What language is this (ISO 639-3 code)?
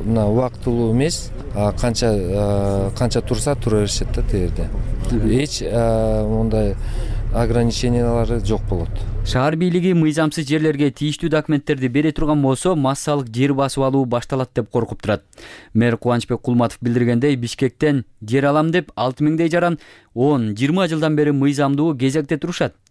kir